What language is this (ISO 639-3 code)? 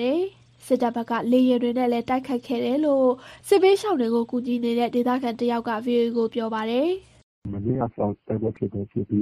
mya